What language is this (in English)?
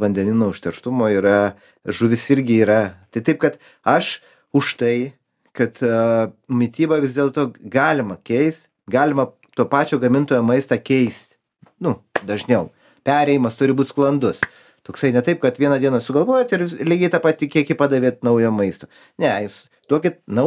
Lithuanian